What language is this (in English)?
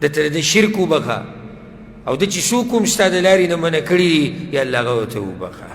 Pashto